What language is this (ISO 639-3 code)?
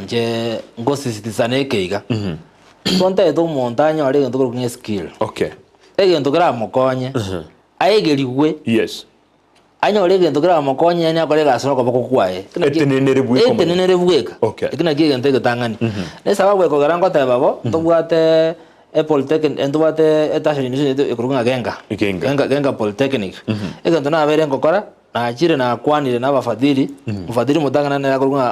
guz